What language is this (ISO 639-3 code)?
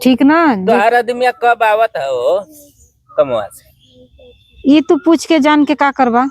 bho